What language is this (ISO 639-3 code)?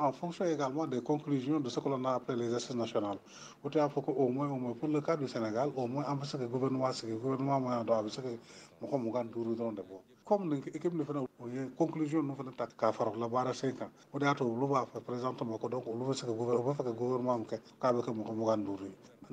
bam